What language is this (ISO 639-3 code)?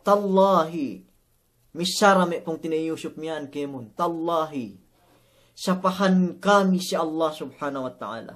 yka